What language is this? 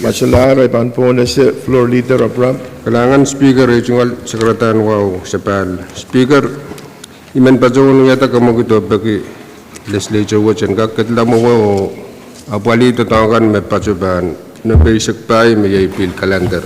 Pohnpeian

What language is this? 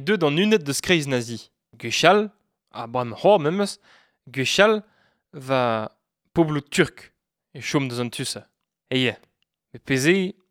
Breton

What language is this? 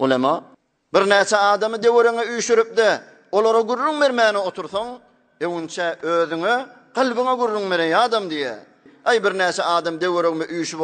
Turkmen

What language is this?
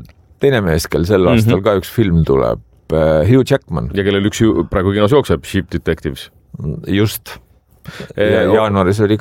Estonian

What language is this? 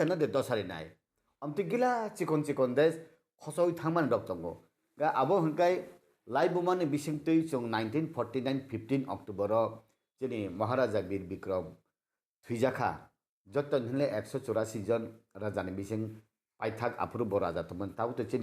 Kok Borok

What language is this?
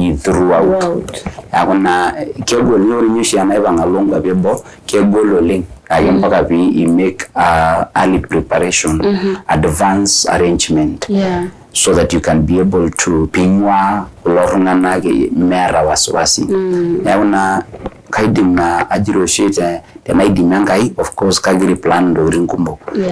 Masai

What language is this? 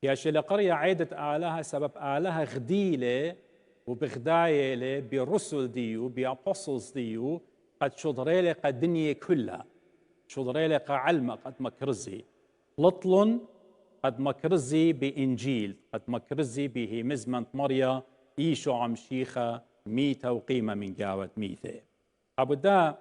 Assyrian Neo-Aramaic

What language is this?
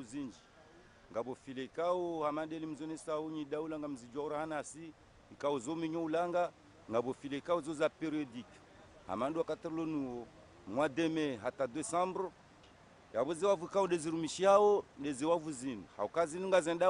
Ngazidja Comorian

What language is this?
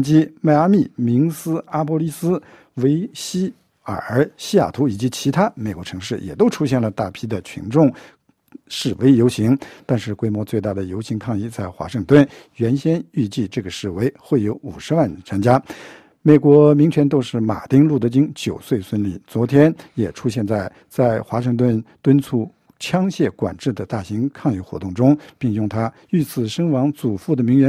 Chinese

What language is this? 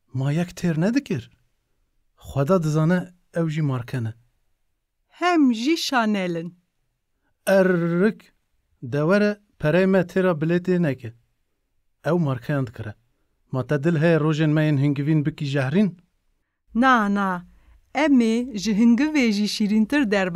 Kurdish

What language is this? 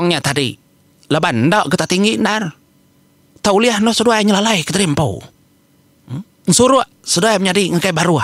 Iban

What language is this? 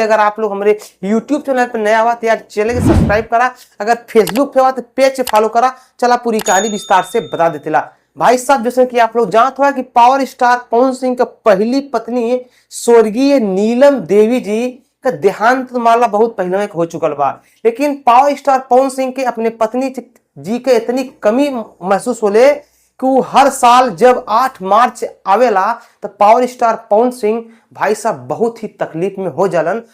Bhojpuri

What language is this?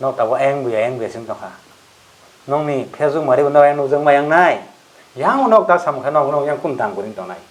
Kok Borok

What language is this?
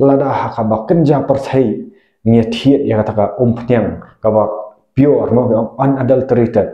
Khasi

